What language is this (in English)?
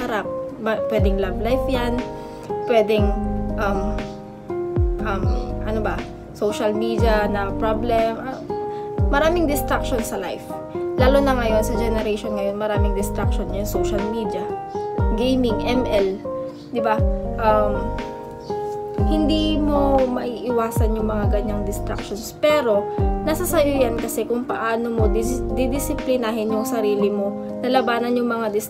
Filipino